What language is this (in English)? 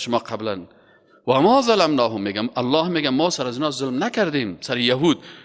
Persian